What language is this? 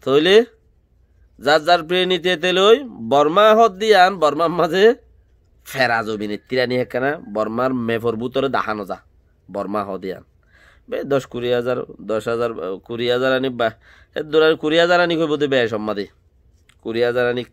Rohingya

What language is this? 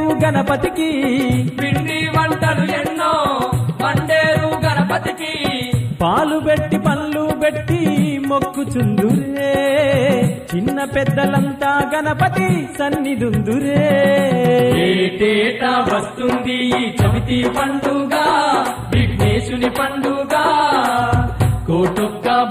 Telugu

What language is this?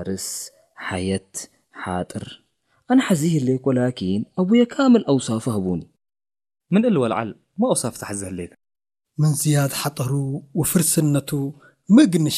Tigre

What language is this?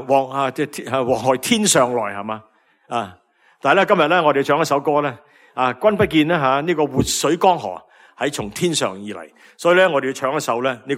Cantonese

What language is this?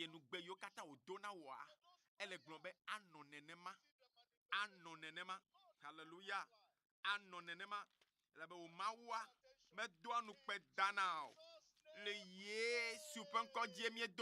Ewe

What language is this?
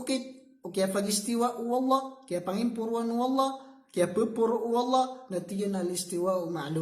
Maranao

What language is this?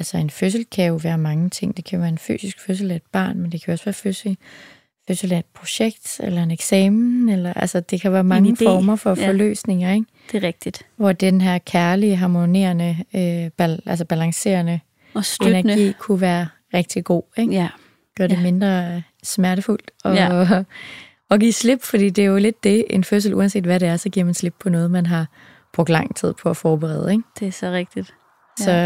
Danish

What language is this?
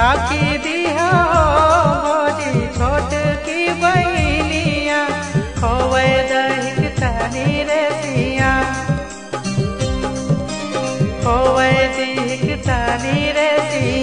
Bhojpuri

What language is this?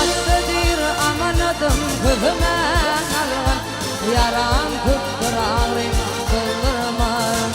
Turkmen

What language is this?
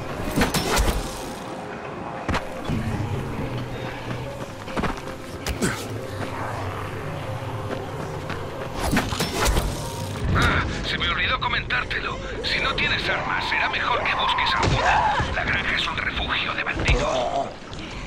Spanish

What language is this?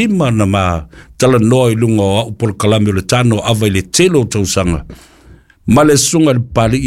Samoan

